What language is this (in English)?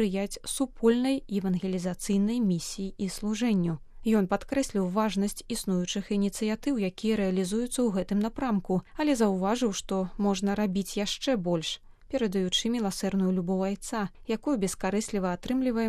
Belarusian